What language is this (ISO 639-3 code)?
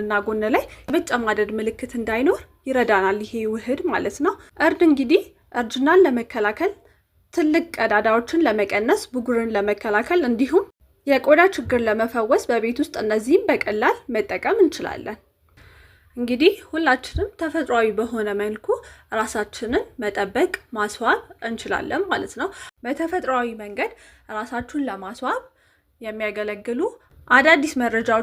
amh